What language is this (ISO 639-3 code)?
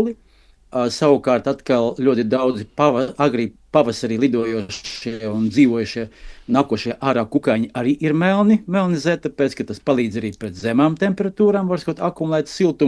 lav